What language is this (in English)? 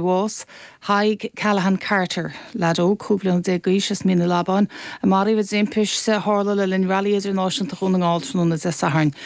Irish